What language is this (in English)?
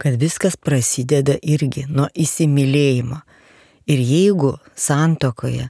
Lithuanian